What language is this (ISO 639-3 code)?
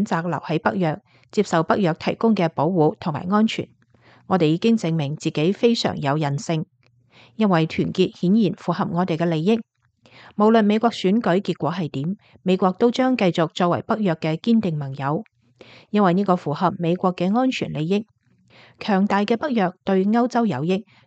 yue